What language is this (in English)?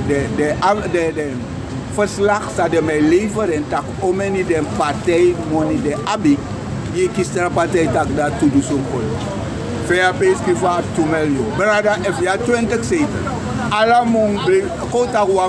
Sranan Tongo